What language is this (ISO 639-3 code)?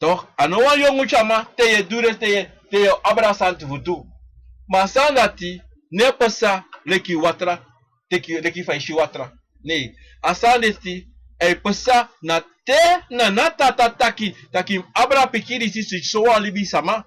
srn